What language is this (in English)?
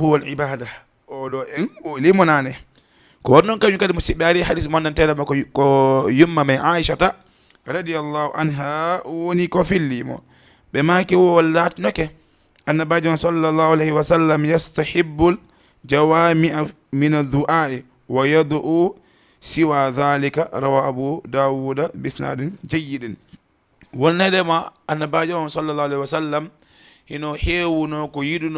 Fula